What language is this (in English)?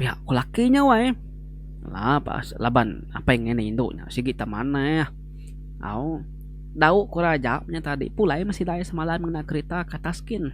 Iban